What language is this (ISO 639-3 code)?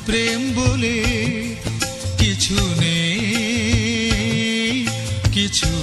ben